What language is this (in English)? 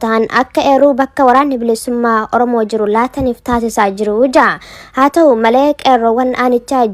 Oromo